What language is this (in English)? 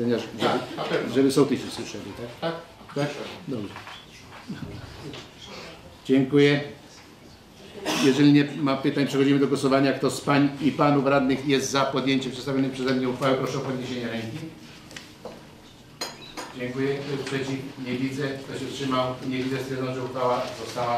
Polish